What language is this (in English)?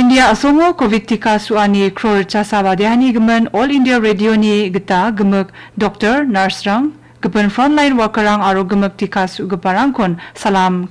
Garo